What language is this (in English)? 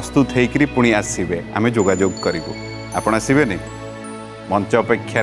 Odia